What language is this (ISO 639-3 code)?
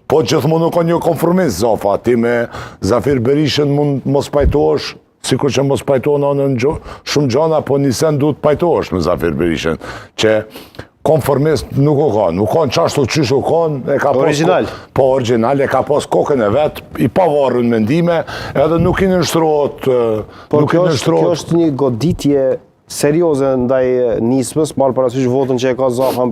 sqi